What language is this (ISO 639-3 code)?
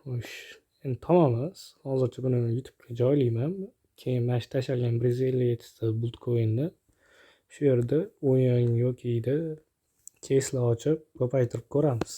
uzb